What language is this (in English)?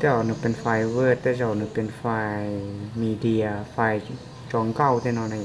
Hmong